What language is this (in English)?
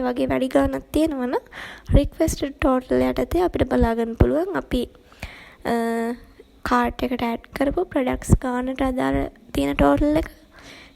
Sinhala